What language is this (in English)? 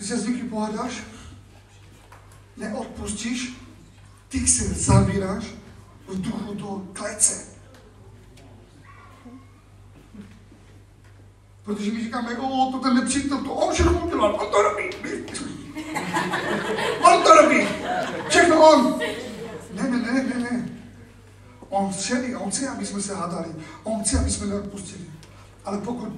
Czech